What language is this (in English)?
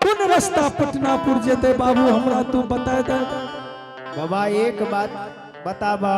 Angika